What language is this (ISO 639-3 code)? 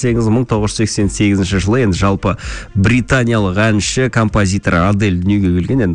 kaz